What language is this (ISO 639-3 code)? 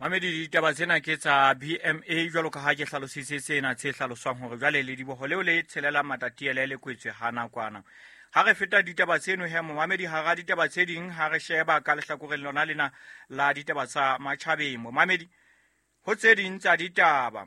sot